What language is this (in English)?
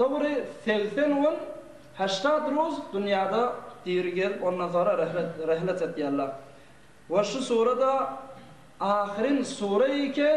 Turkmen